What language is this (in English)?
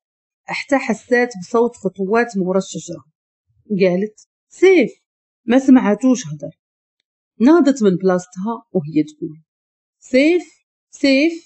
Moroccan Arabic